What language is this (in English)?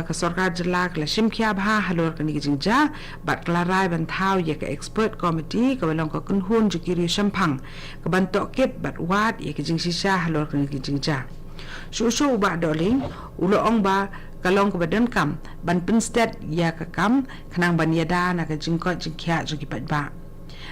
Khasi